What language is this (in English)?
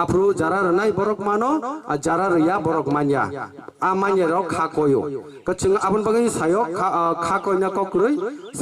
Kok Borok